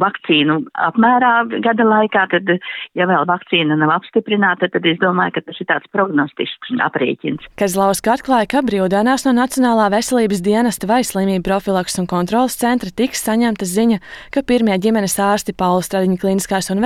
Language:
Latvian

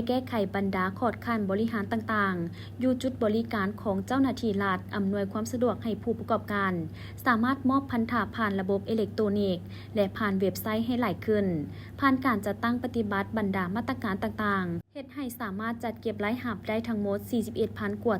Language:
Lao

